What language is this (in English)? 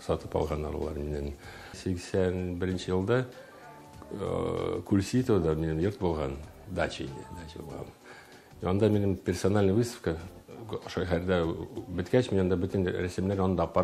Tatar